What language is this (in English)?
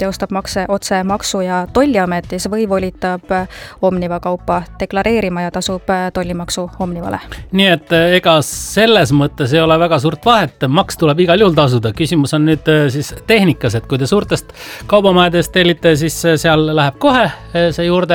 Estonian